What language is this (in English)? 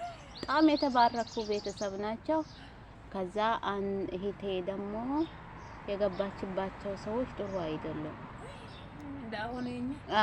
Amharic